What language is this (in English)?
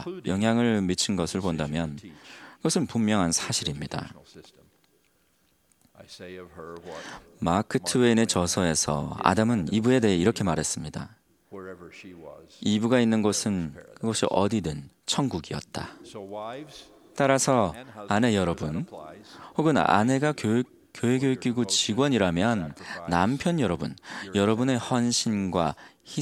Korean